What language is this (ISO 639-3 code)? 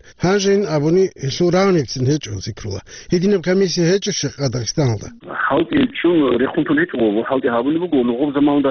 ava